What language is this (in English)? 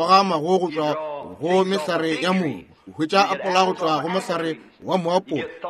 Northern Sotho